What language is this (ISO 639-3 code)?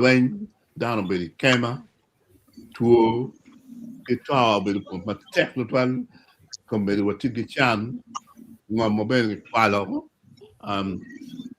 ach